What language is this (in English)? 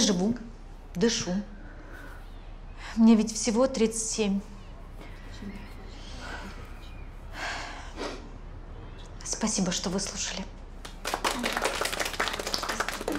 Russian